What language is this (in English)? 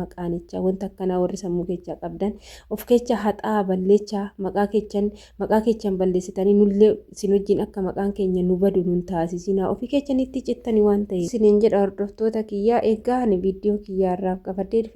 Oromo